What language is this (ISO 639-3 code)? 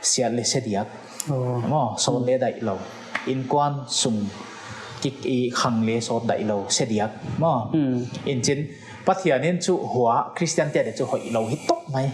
pck